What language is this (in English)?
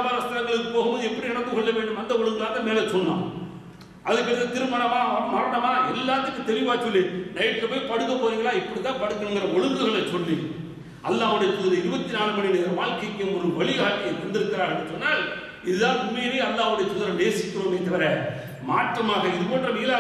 Tamil